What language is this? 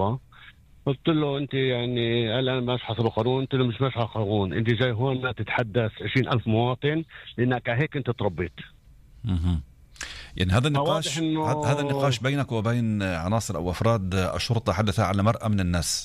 North Levantine Arabic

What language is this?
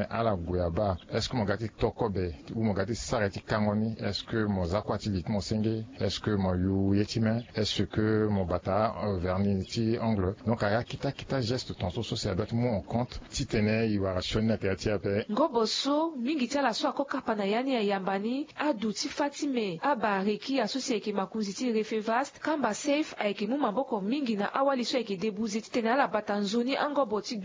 Sango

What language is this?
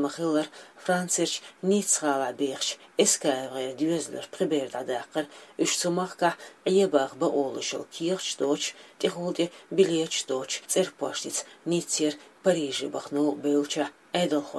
Chechen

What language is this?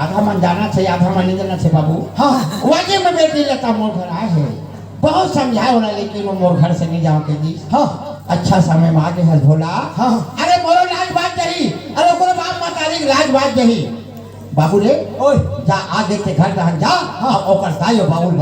Chhattisgarhi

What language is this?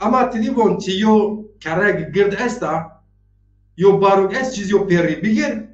Zaza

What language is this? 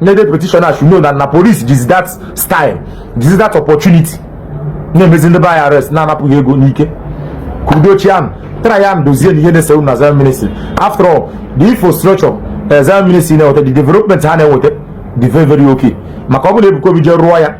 Igbo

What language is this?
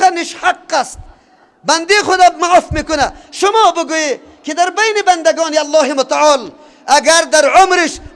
Persian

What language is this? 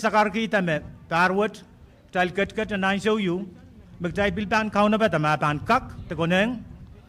Pohnpeian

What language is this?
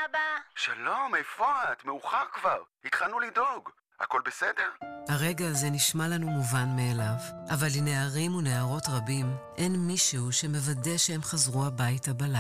Hebrew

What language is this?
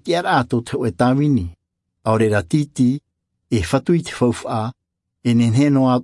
Tahitian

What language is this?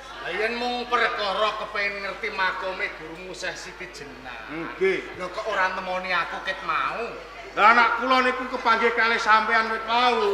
Javanese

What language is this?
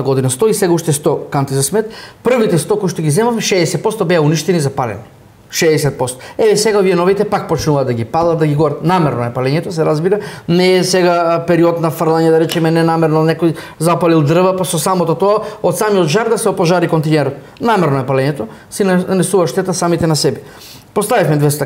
Macedonian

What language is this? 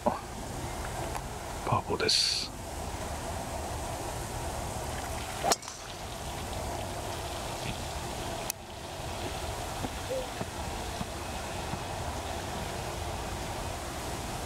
Japanese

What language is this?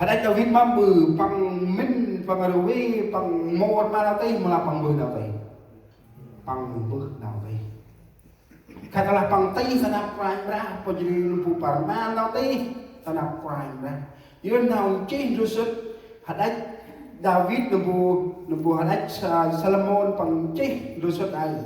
Central Mnong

